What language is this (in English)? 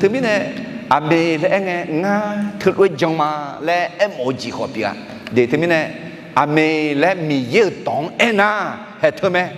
Akha